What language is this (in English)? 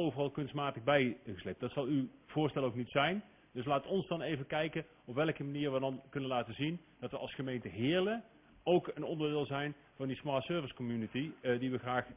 Dutch